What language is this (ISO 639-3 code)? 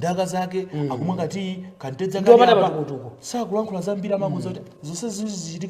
nya